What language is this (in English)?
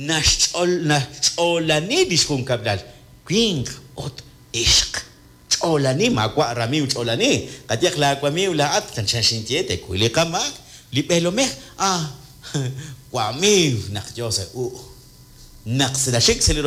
Kekchí